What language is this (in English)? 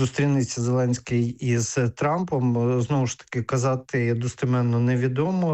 Ukrainian